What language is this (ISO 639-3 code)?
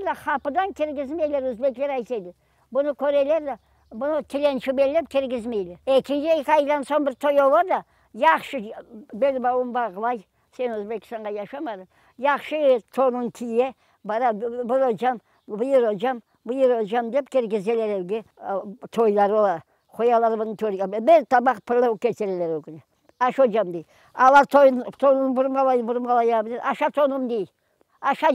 crh